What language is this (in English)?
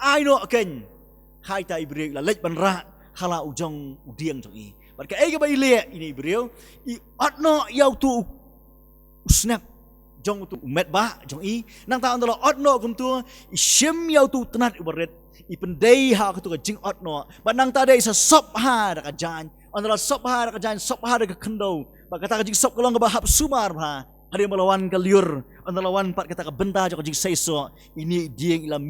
Khasi